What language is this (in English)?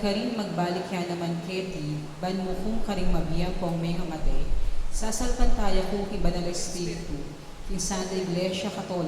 Pampanga